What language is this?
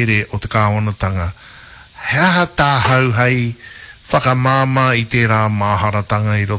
Māori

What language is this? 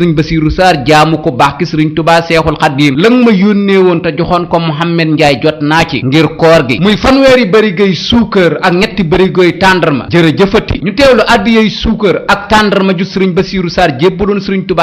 Wolof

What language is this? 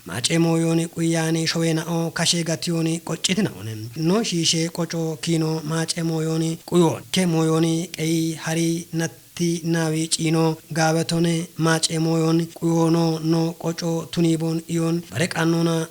Kafa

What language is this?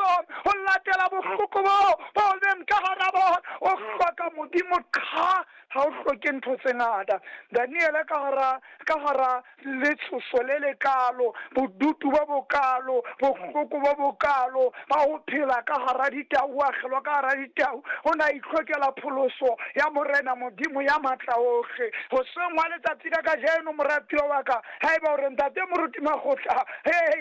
Southern Sotho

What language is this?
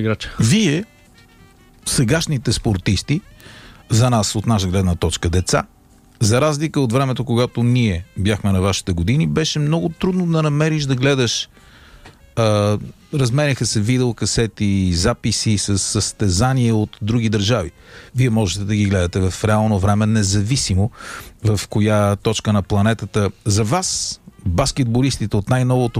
Bulgarian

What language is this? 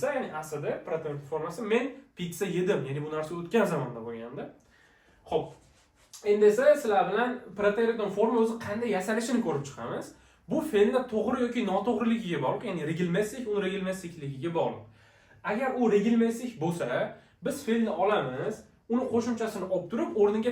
Uzbek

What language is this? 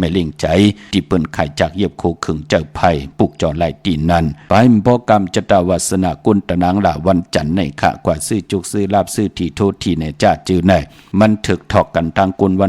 Shan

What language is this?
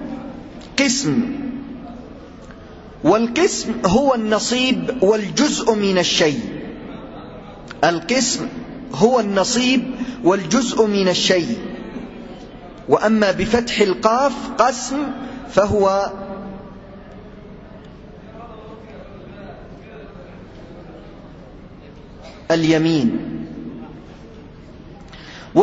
Arabic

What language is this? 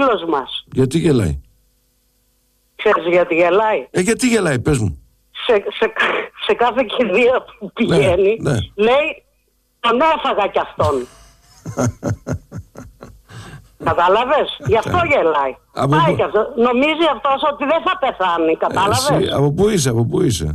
Greek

